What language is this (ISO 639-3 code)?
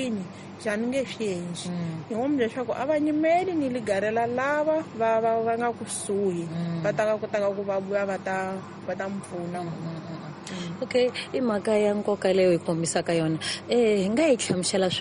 tso